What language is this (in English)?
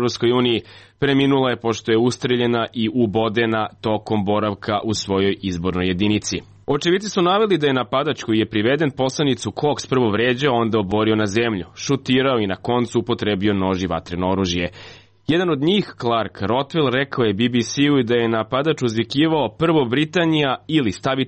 Serbian